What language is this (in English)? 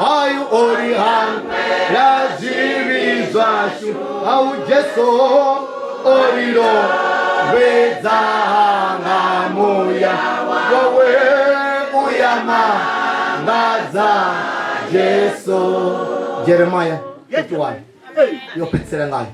Venda